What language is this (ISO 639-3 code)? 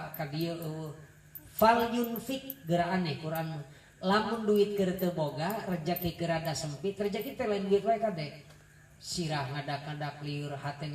sun